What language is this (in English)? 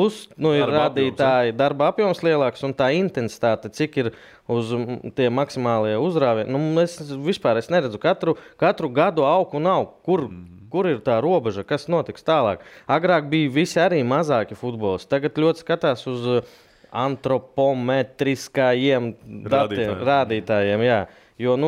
Latvian